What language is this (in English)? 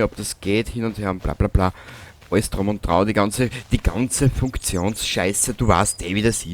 Bavarian